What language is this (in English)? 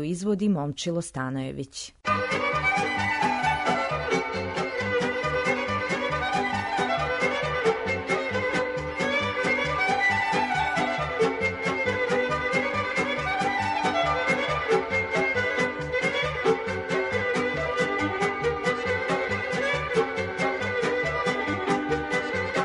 Serbian